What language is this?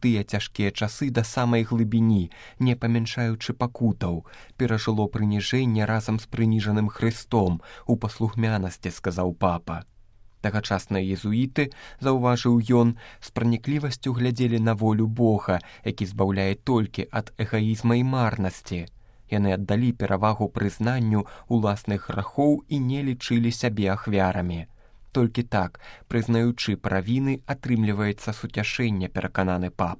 Belarusian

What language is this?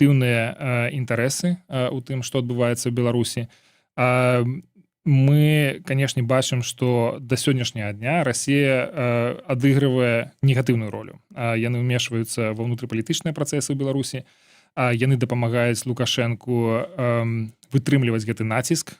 Belarusian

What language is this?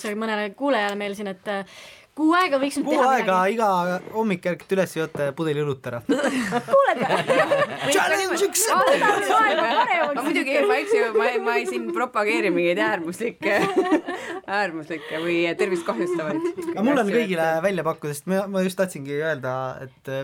Estonian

